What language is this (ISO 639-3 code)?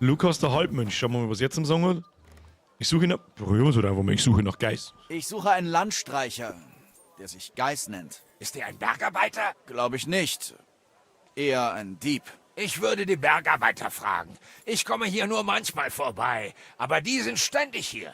bar